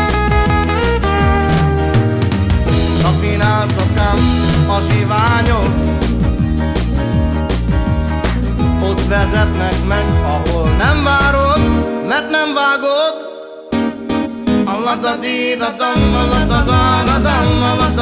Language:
Hungarian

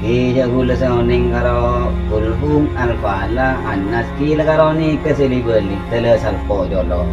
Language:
Madurese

